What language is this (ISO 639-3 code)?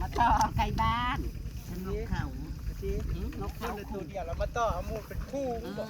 tts